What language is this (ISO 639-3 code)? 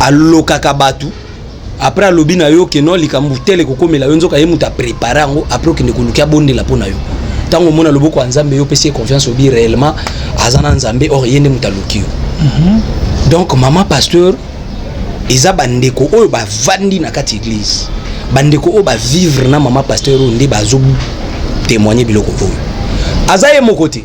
lin